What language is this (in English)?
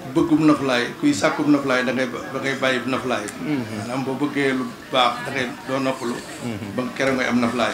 Wolof